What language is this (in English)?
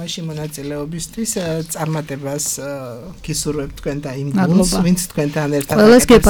Georgian